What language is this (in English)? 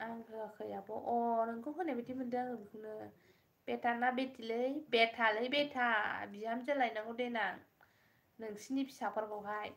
Bodo